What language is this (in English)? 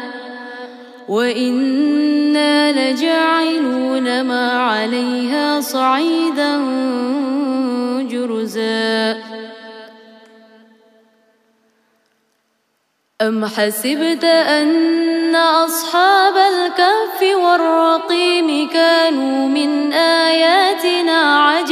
Arabic